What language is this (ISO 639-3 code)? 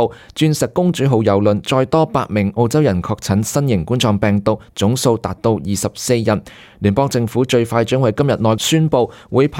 yue